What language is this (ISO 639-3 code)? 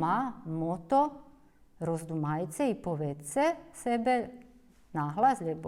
rue